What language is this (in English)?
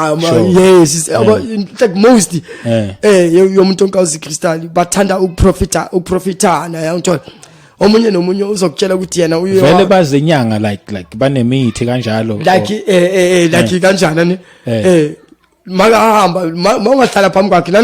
Zulu